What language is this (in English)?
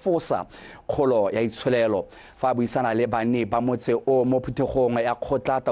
Tswana